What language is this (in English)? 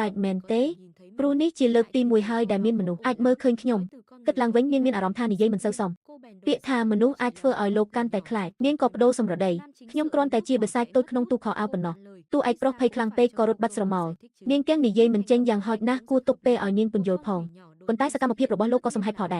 Khmer